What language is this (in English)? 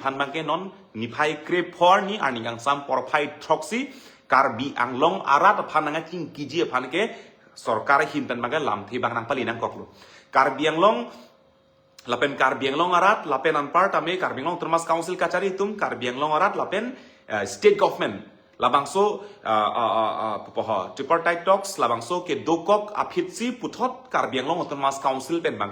Karbi